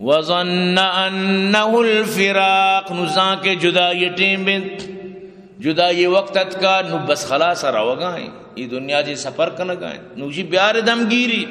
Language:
Eastern Balochi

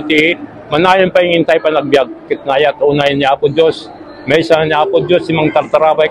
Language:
Iloko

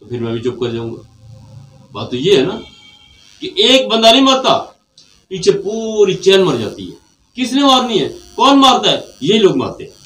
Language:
Saraiki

